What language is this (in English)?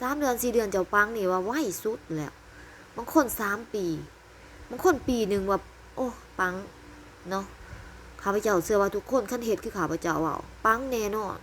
Lao